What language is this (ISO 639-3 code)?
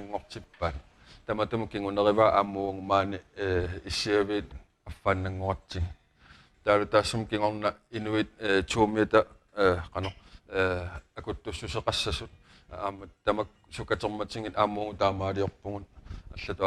kal